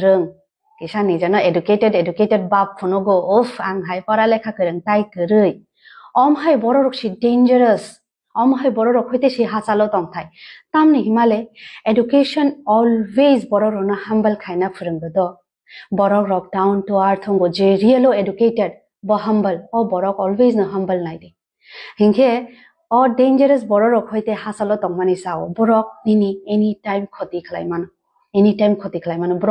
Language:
Kok Borok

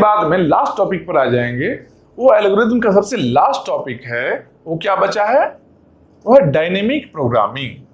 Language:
Hindi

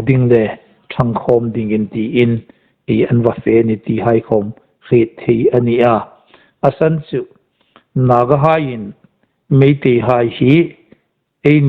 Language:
Hmar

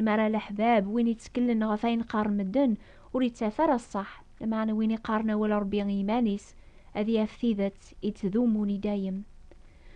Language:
Kabyle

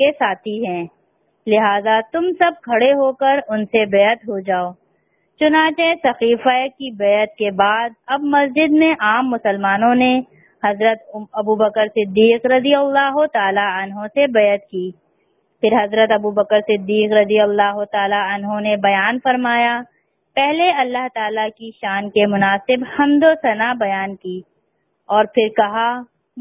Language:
Urdu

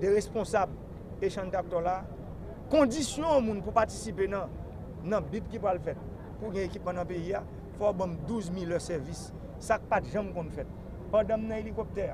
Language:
Haitian Creole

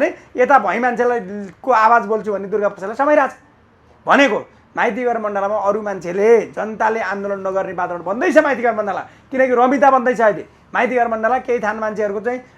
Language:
Nepali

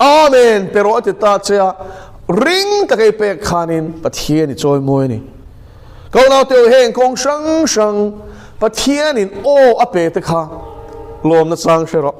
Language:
Mizo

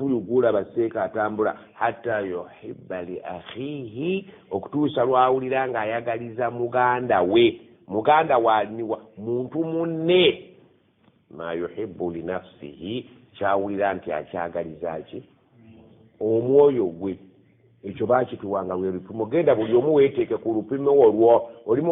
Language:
Ganda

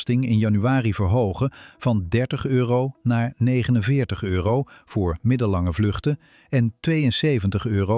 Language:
Dutch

